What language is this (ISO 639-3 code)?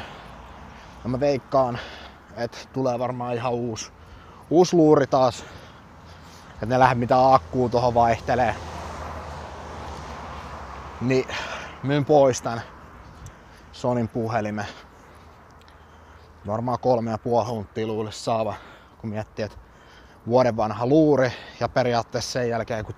fin